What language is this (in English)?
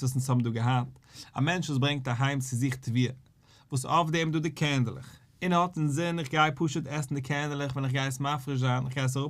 Yiddish